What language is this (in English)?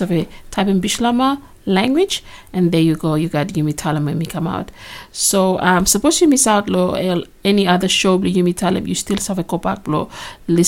Bislama